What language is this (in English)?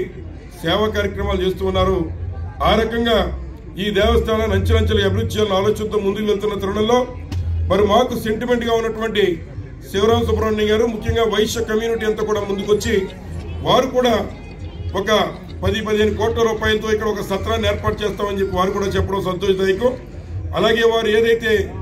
Telugu